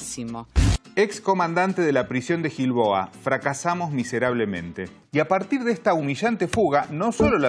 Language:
Spanish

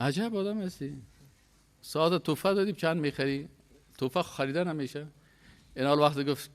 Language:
Persian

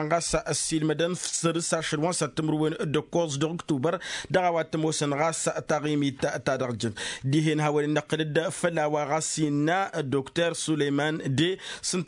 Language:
Tamasheq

